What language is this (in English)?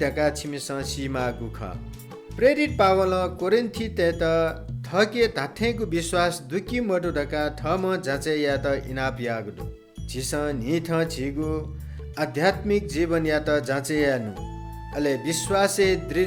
Newari